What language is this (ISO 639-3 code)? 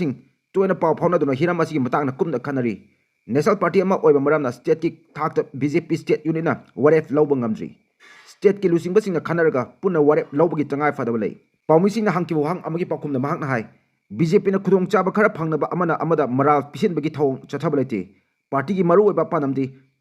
mni